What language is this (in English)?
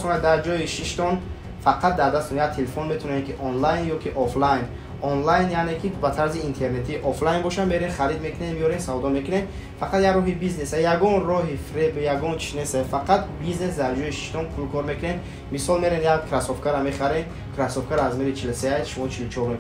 Tajik